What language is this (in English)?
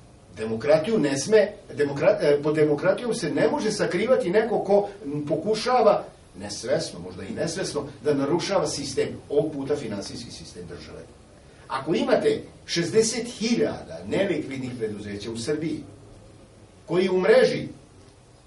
Serbian